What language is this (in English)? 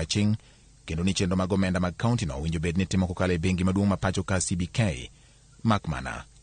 Luo (Kenya and Tanzania)